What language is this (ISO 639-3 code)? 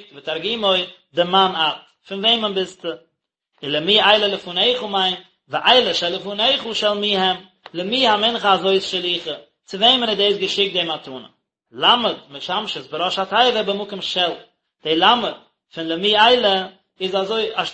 yid